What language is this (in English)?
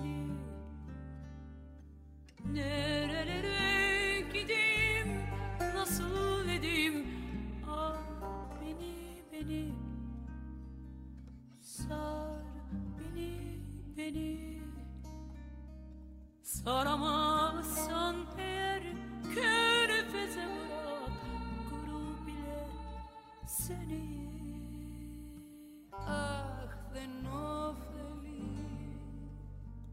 Greek